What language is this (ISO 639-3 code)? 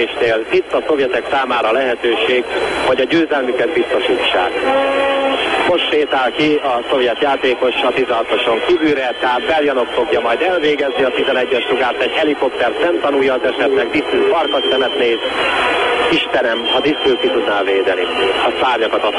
hun